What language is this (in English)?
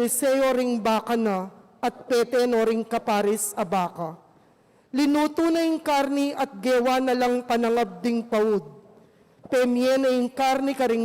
Pampanga